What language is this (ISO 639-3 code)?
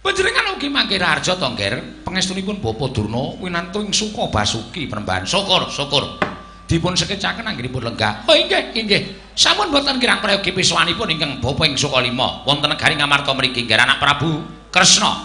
jav